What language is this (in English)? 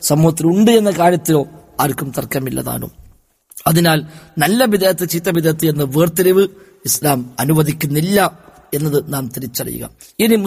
Malayalam